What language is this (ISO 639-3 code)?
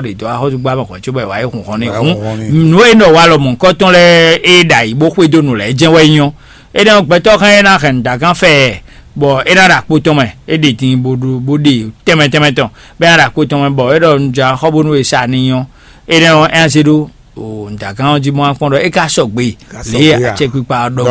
fon